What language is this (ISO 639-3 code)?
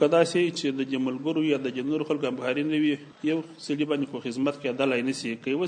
pus